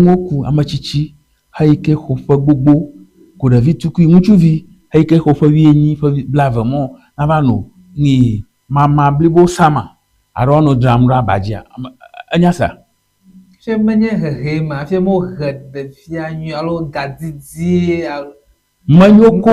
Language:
Ewe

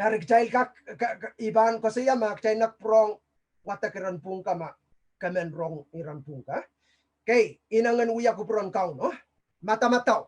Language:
Pohnpeian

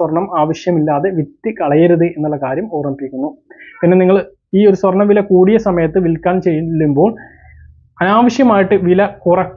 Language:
Malayalam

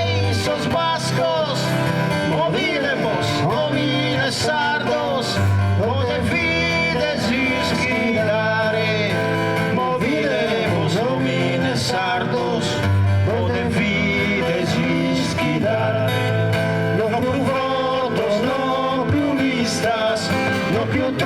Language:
Sardinian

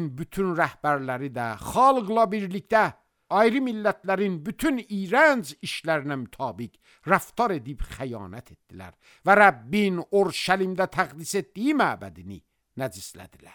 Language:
Azerbaijani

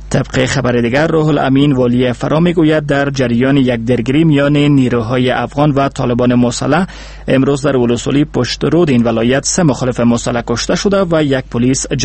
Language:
Persian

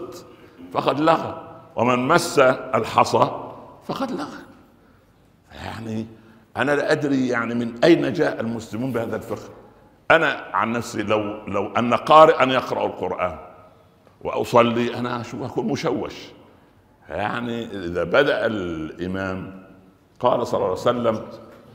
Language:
Arabic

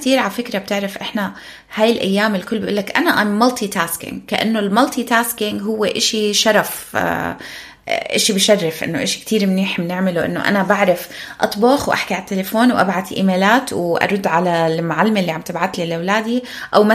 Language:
North Levantine Arabic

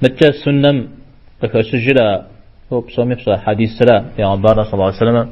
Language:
Kabardian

